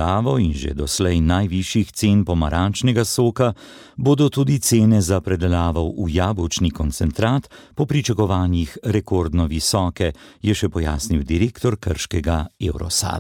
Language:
Slovenian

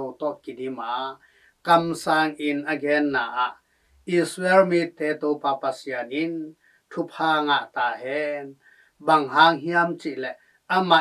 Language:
Tedim Chin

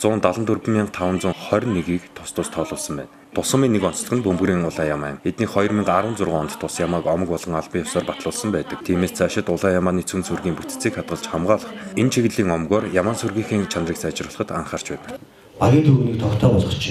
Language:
Mongolian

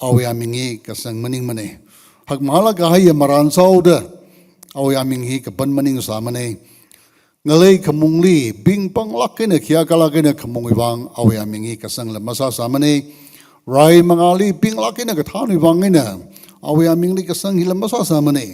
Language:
Tangkhul Naga (India)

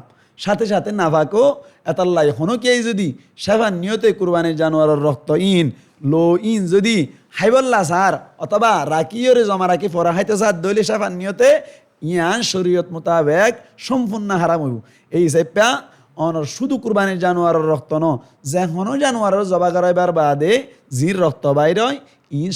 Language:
Rohingya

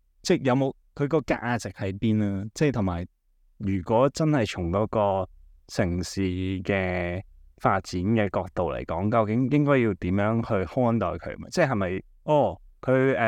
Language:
Cantonese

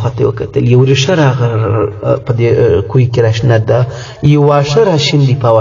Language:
Pashto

